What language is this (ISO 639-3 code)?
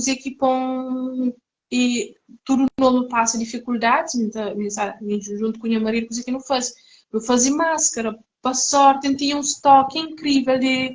kea